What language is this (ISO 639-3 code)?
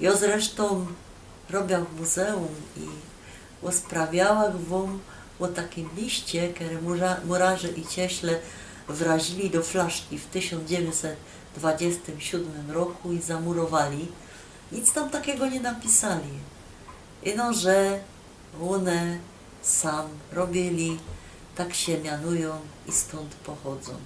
szl